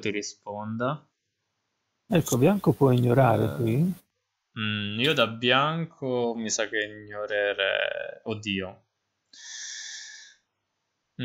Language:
Italian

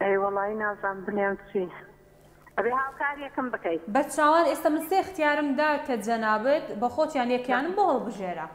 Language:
Central Kurdish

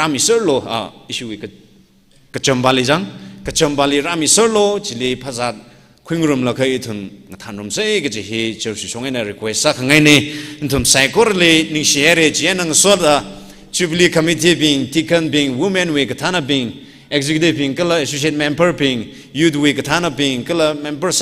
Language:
Tangkhul Naga (India)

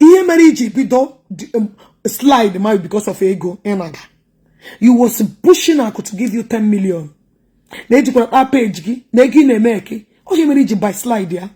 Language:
Igbo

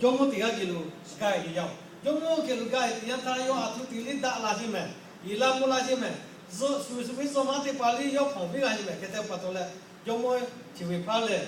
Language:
Lahu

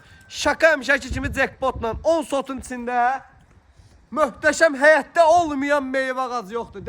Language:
Azerbaijani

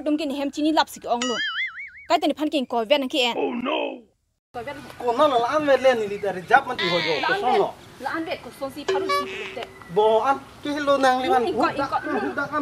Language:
Karbi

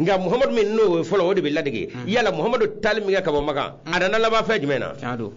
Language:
Bambara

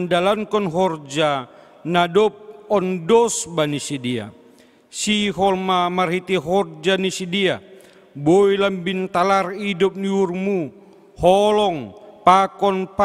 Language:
Batak Simalungun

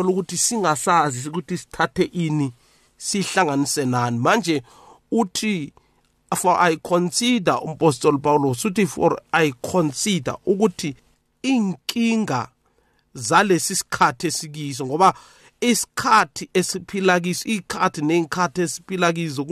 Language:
South Ndebele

